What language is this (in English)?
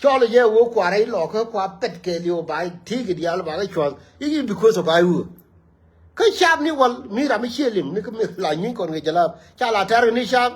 Nuer